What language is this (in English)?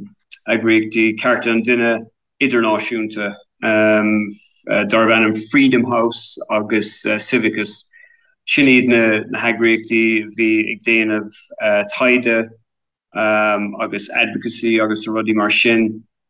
Irish